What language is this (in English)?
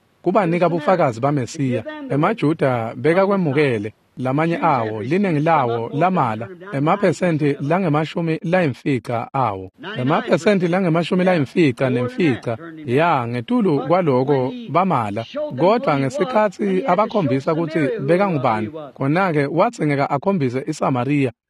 Swati